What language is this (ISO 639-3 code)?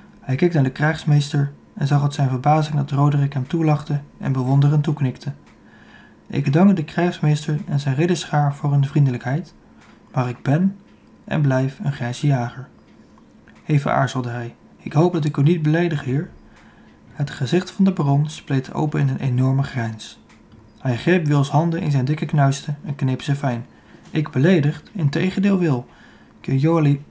nld